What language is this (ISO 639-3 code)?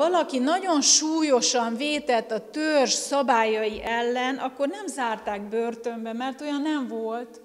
hun